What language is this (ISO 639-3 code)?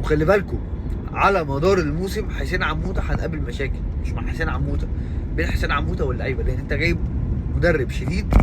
arz